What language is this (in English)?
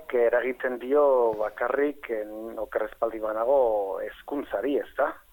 Basque